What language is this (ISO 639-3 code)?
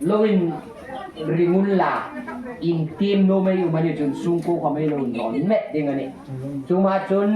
hmr